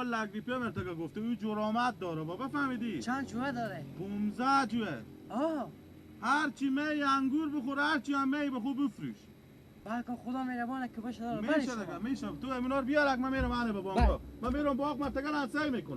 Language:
Persian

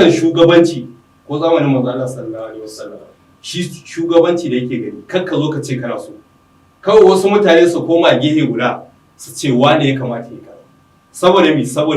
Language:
Hausa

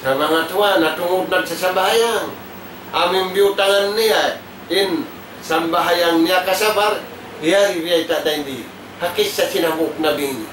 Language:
Tausug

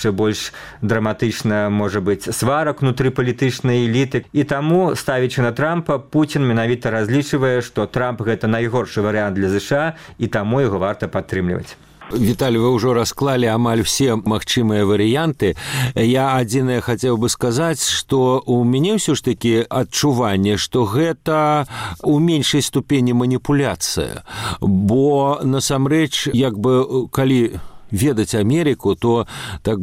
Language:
Belarusian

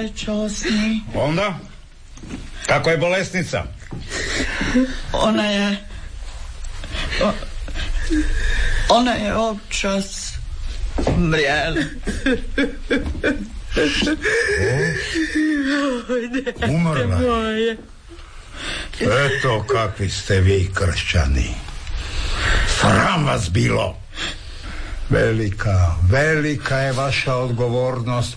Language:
Croatian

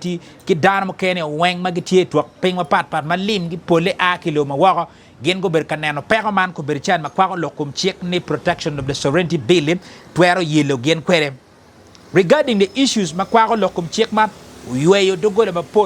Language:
Acoli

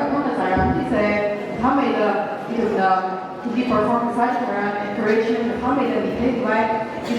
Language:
Tangkhul Naga (India)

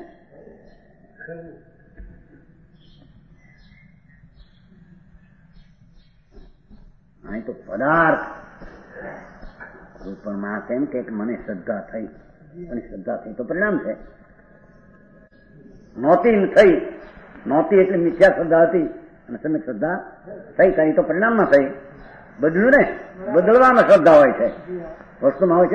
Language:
Gujarati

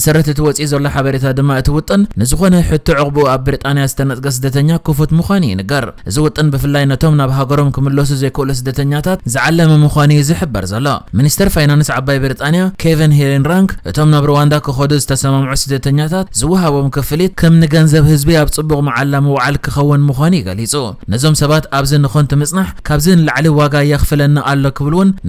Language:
Tigrinya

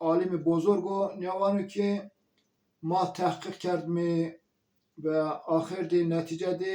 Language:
Zaza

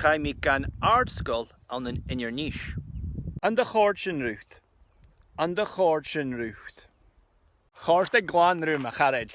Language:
Scottish Gaelic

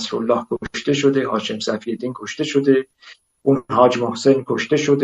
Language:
Persian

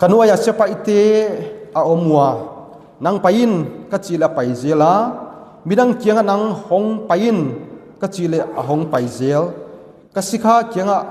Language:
Tedim Chin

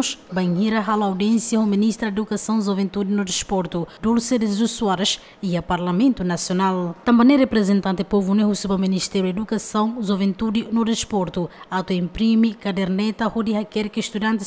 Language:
Tetum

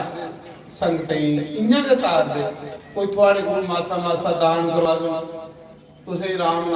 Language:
Dogri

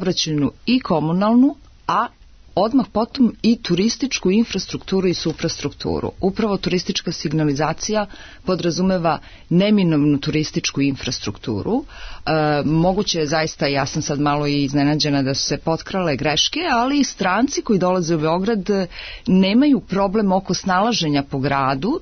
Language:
Serbian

